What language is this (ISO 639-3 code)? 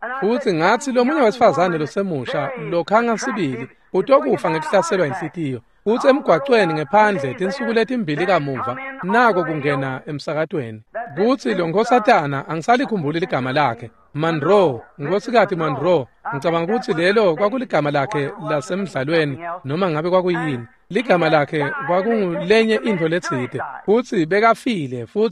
ssw